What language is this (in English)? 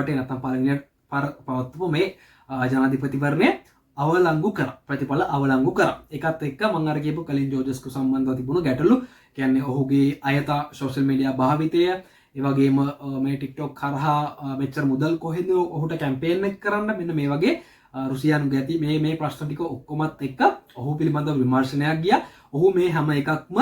Sinhala